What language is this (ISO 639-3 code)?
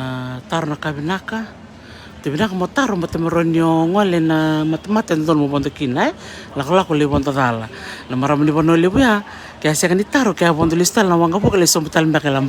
fij